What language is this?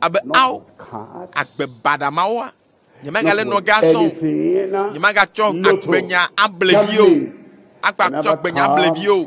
Ewe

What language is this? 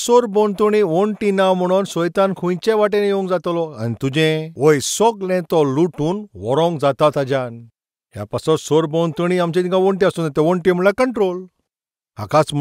Konkani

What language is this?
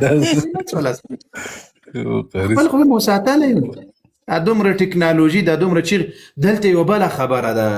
Pashto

